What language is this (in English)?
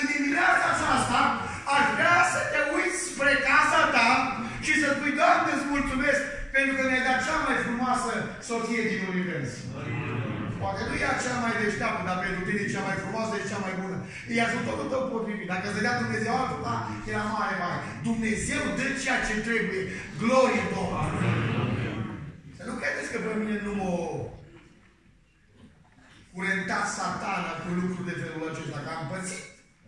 Romanian